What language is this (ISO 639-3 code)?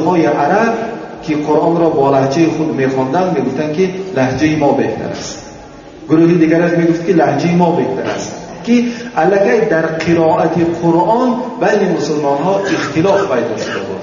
tgk